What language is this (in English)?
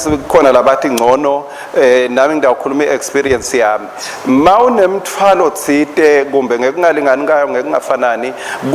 Swati